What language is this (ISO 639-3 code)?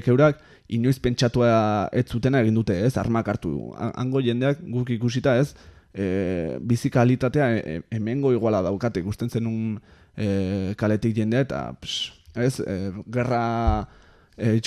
eus